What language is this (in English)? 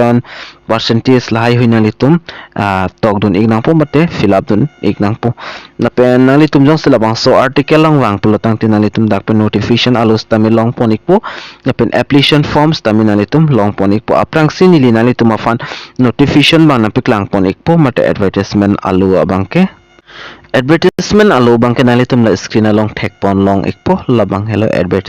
Karbi